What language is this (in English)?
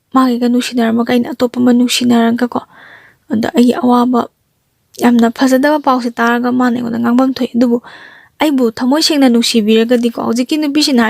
Manipuri